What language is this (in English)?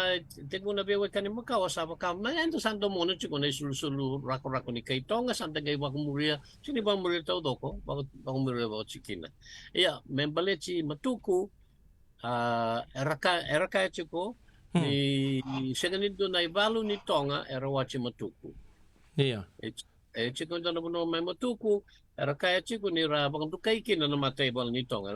Fijian